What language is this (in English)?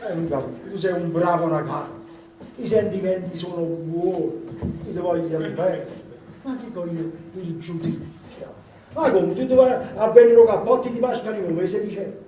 Neapolitan